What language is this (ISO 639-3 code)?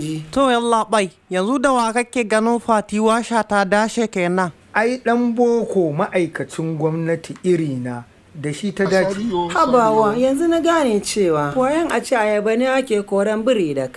hau